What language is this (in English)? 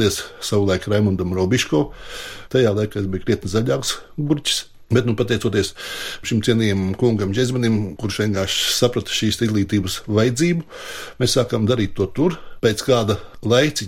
Latvian